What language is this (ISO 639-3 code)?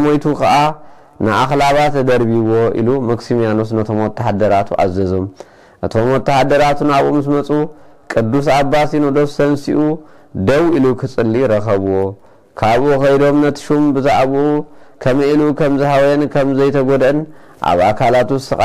tir